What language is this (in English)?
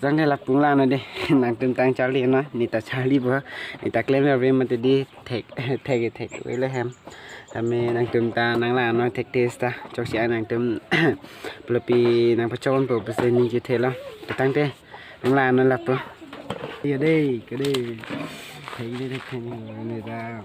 Karbi